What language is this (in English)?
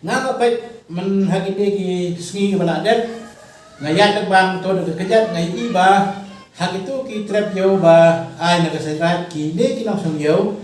Khasi